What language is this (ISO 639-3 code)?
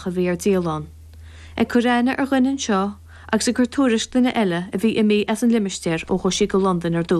gle